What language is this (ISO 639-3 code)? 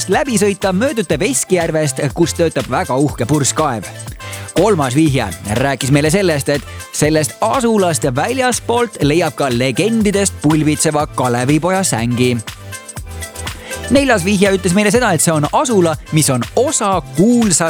est